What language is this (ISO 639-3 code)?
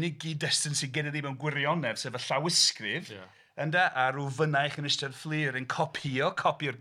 cym